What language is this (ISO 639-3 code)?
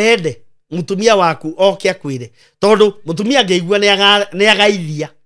kik